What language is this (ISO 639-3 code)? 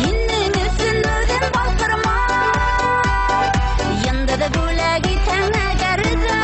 bak